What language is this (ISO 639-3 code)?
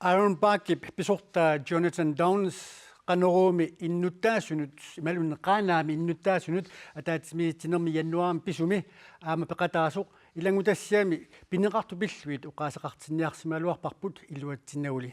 kal